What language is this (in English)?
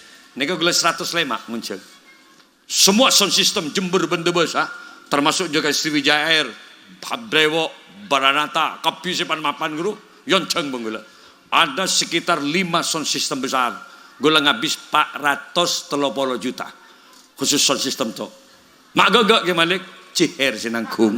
Madurese